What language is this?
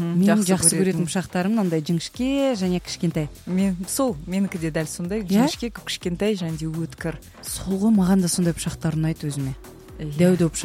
Kazakh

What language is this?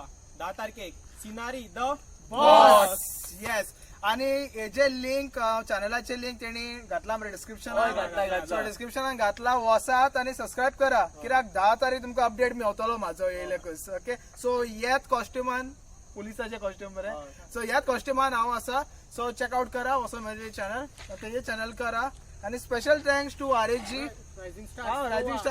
Konkani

